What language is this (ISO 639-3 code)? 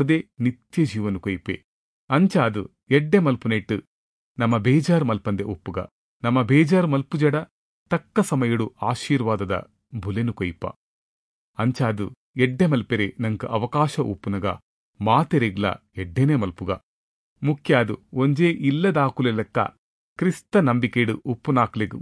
tcy